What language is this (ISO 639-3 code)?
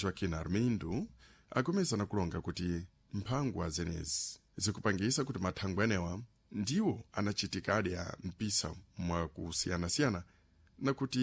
seh